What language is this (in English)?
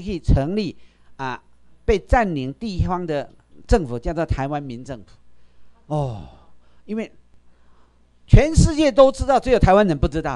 Chinese